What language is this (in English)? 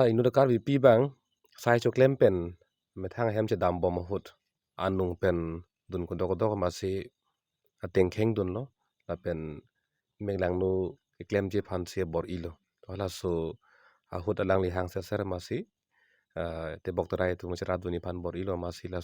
Karbi